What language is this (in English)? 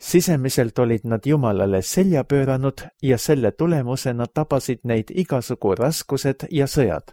Estonian